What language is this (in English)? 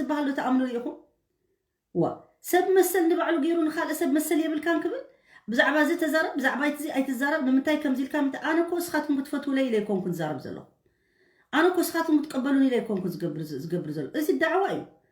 Tigrinya